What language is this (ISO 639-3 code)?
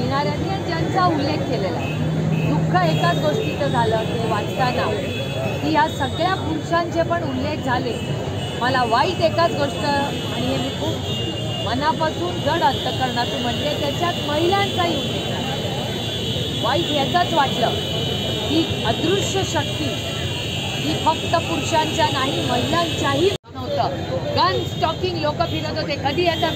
mar